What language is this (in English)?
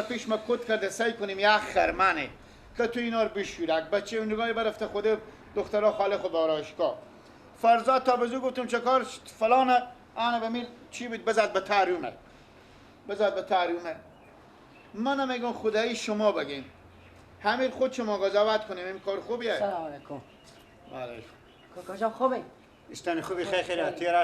Persian